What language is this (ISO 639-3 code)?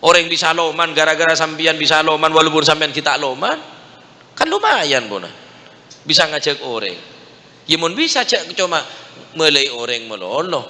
mad